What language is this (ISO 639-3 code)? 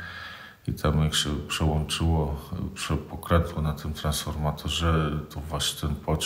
pol